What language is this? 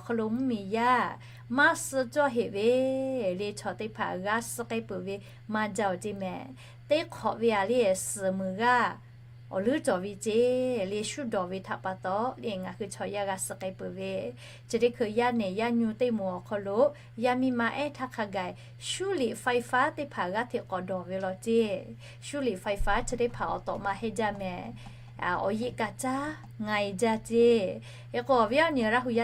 Lahu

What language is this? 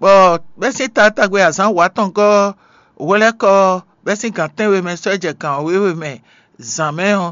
Fon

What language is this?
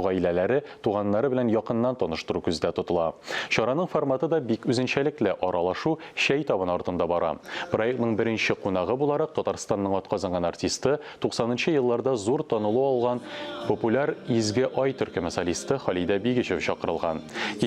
Tatar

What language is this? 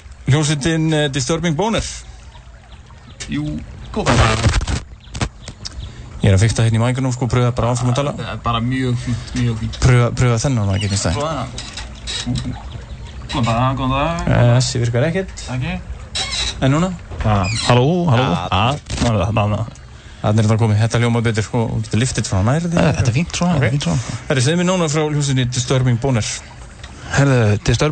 Icelandic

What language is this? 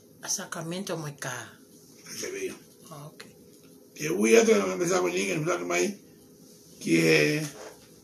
Tongan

